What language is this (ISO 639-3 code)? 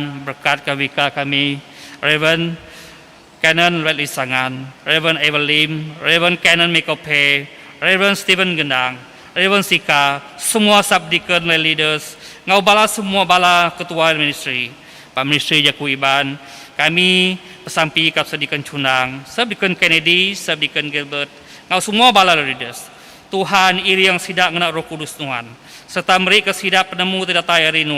iba